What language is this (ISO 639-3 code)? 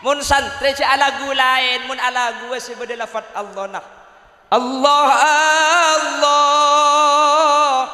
mad